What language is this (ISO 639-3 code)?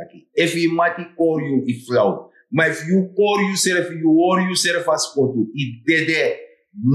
srn